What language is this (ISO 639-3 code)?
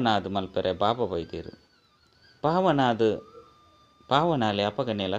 tcy